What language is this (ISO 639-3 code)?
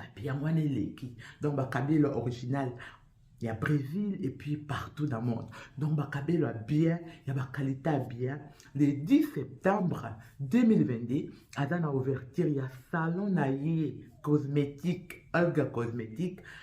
lin